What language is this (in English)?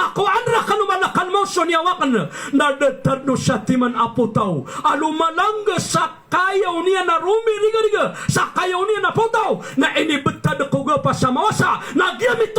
Maranao